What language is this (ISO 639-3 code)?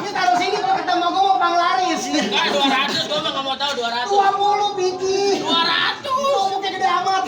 bew